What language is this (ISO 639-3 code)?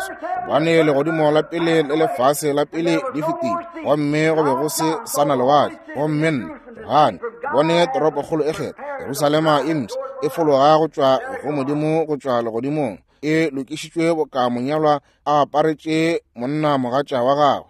nso